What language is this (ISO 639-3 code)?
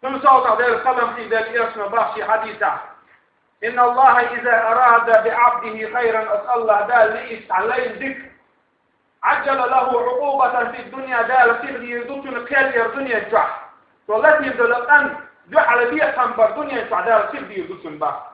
che